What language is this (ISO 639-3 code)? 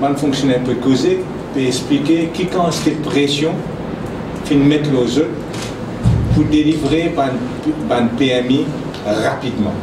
mfe